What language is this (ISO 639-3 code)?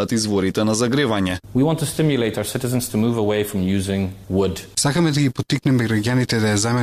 mkd